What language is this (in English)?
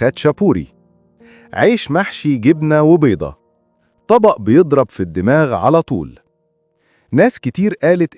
Egyptian Arabic